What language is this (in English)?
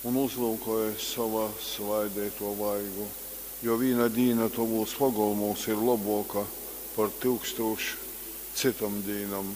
Latgalian